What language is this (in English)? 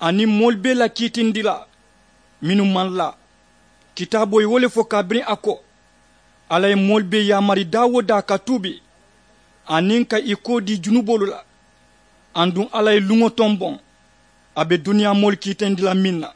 Mandingo